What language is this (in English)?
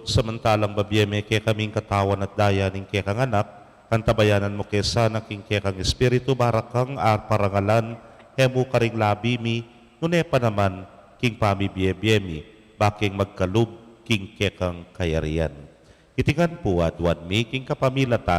Pampanga